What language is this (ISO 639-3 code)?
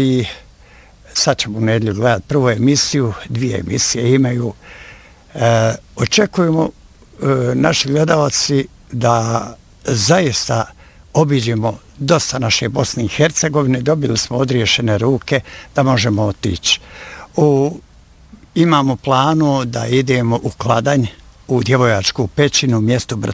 bos